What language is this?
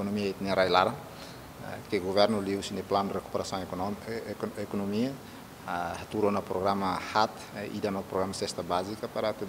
Tetum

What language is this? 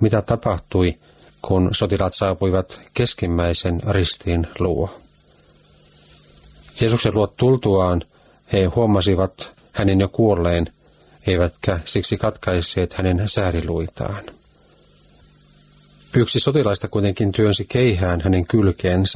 Finnish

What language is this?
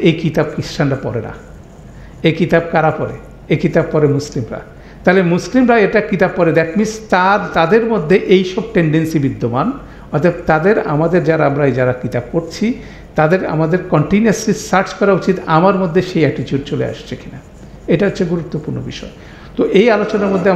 Bangla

